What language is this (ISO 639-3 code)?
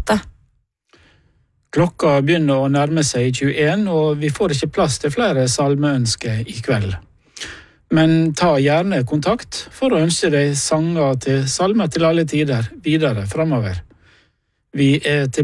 nor